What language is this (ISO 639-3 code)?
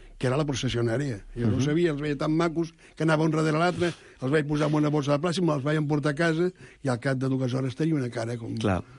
cat